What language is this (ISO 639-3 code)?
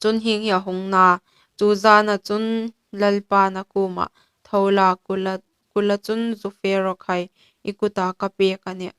hmr